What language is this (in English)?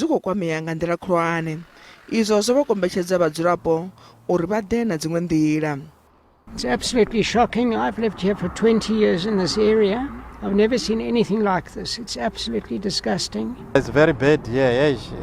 Venda